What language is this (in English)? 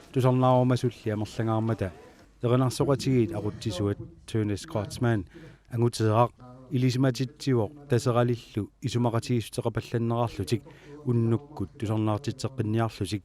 Kalaallisut